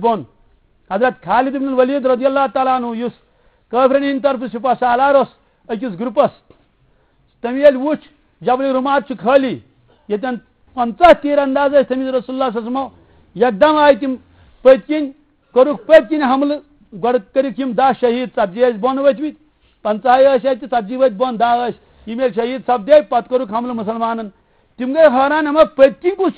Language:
Kashmiri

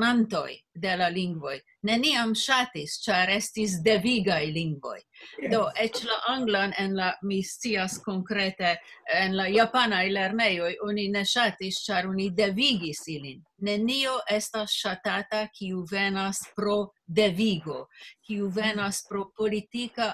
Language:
Esperanto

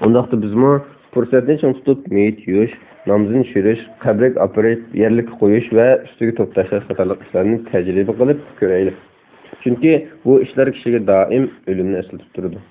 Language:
Uyghur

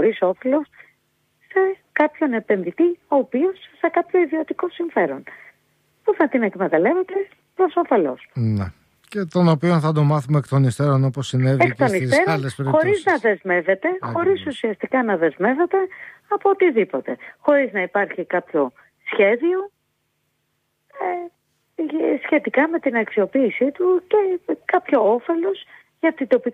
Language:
Greek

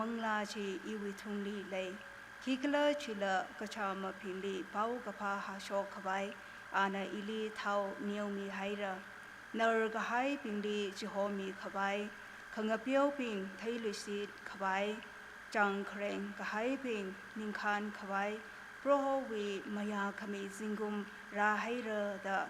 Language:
Tangkhul Naga (India)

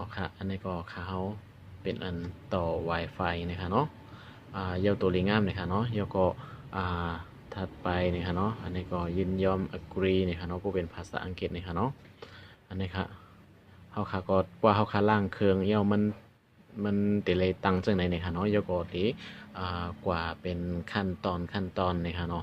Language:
Shan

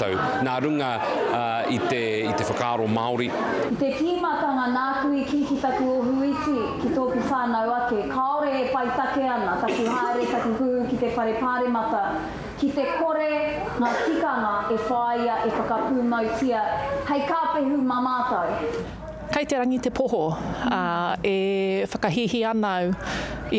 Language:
Māori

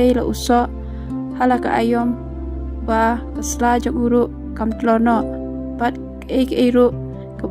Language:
Khasi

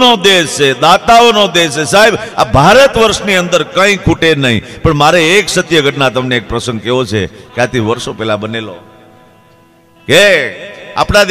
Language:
Gujarati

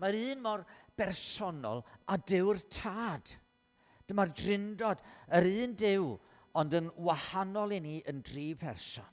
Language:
Welsh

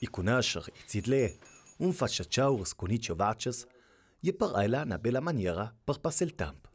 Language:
Ladin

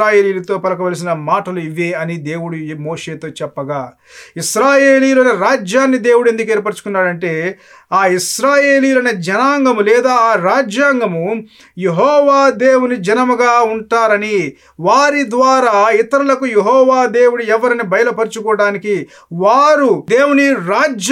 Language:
Telugu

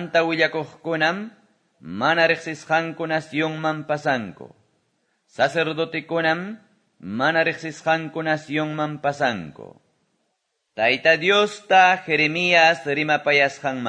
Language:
Quechua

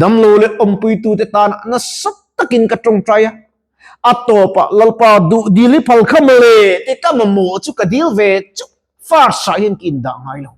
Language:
Mizo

